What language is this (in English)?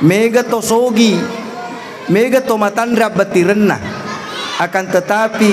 Buginese